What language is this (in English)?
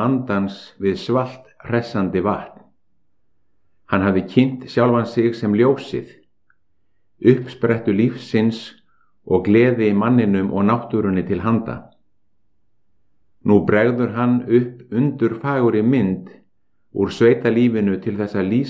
Icelandic